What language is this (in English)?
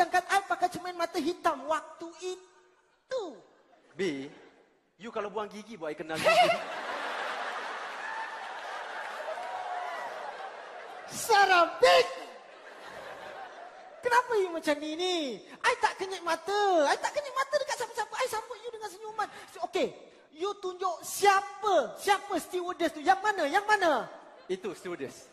Malay